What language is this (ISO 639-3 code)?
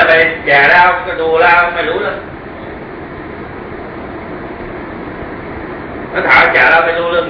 tha